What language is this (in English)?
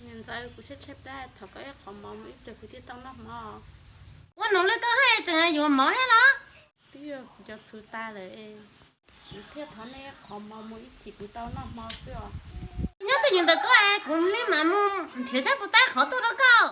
Hmong